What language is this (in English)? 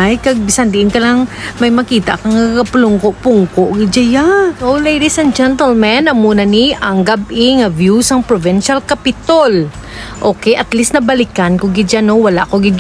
Hiligaynon